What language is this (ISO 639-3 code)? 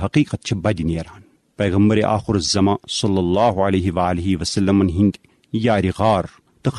kas